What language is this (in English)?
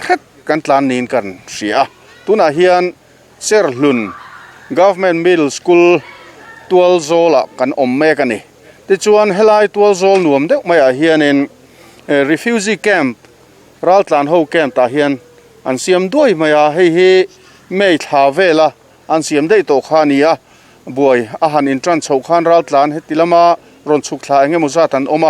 Mizo